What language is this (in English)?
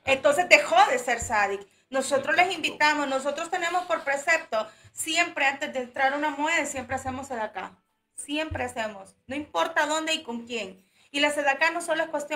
Spanish